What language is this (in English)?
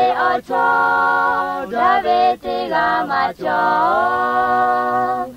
Lahu